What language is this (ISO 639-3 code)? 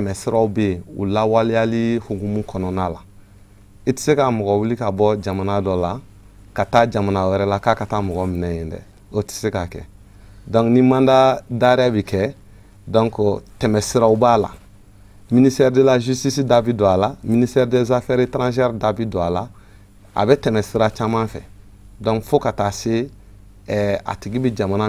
bam